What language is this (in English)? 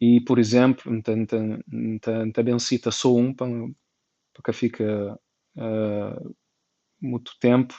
Kabuverdianu